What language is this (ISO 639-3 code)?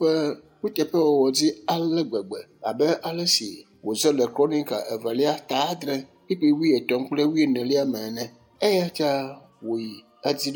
ewe